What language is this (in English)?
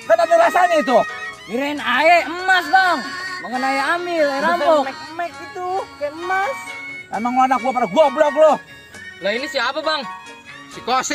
Betawi